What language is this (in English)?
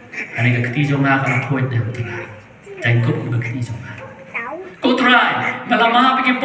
Khasi